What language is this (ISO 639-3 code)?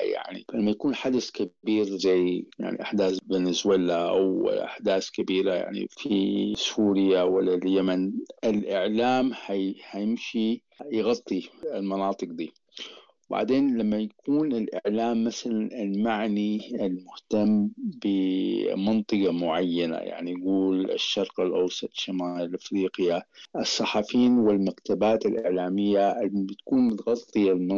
apd